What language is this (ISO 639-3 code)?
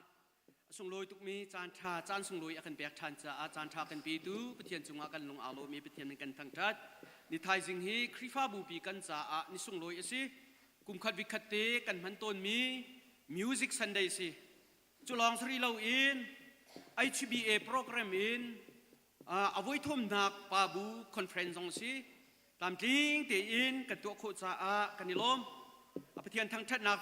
cnh